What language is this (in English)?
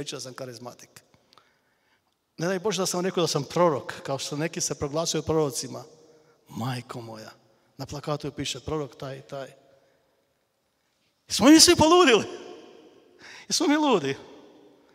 Croatian